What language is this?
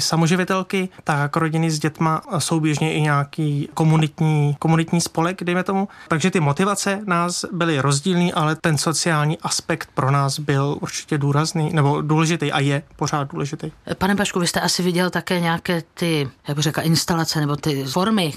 Czech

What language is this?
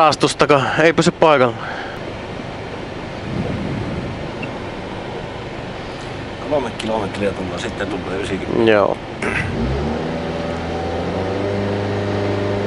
Finnish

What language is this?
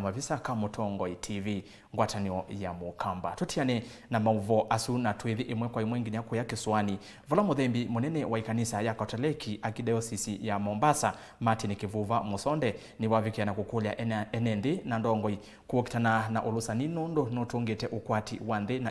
Kamba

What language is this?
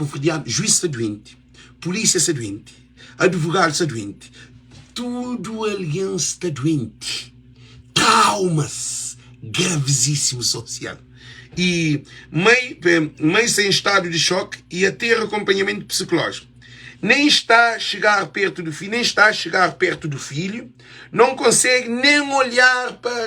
Kabuverdianu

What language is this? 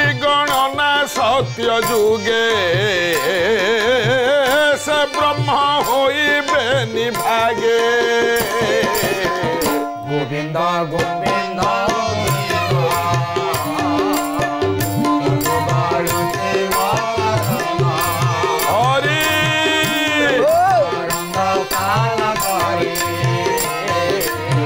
Odia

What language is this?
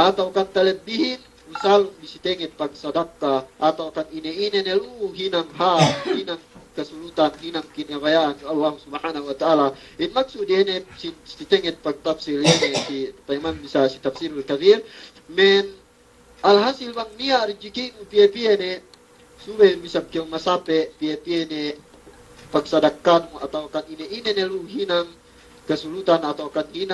Yakan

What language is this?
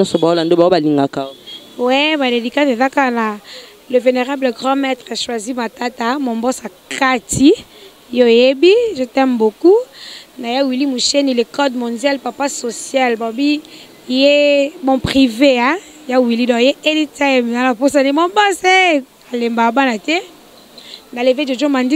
Lingala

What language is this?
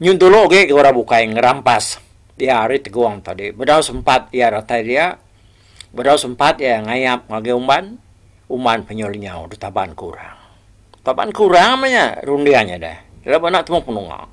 Iban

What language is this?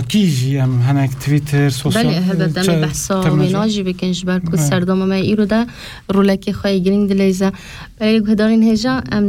Kurdish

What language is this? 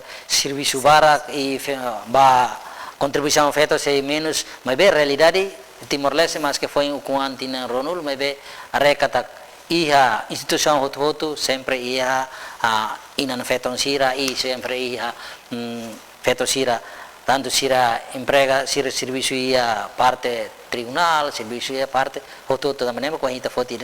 Tetum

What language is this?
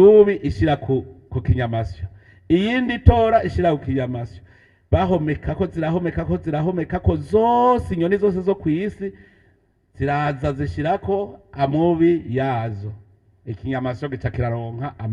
Rundi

